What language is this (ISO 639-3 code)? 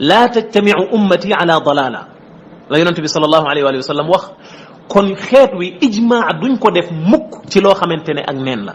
wol